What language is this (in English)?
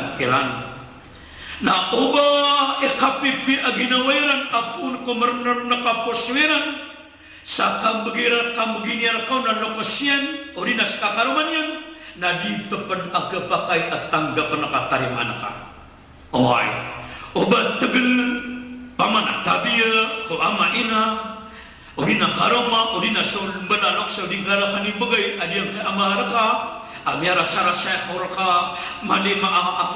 Maranao